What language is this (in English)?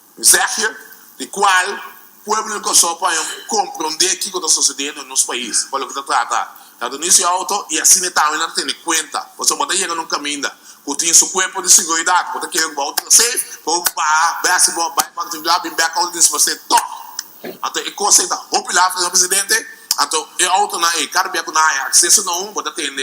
Papiamento